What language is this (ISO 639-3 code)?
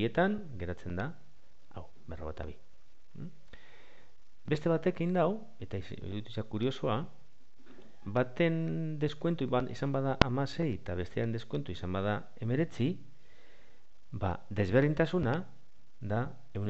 eus